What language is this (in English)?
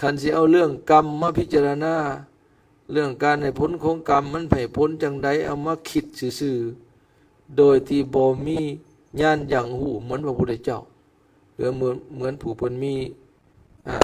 Lao